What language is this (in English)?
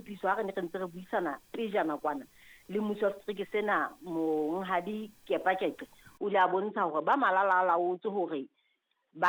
Southern Sotho